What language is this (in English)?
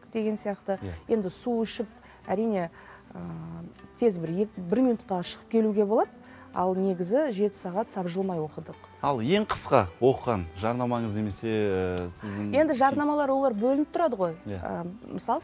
Kazakh